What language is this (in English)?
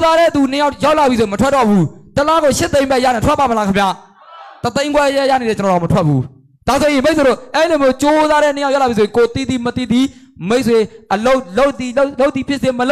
Burmese